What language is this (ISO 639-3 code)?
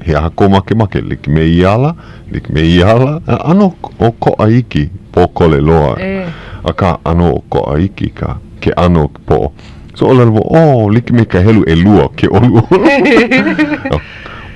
haw